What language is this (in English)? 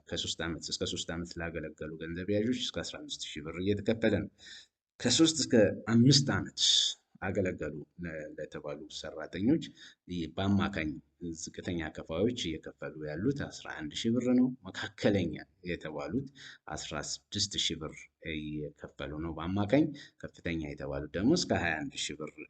Amharic